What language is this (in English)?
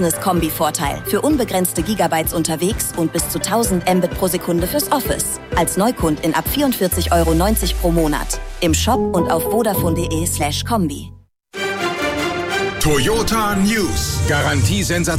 German